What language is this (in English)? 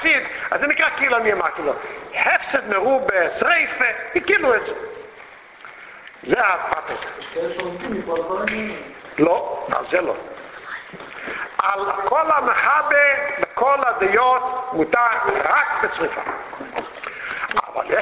Hebrew